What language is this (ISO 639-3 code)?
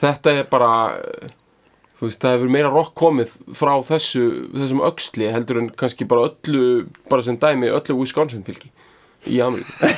isl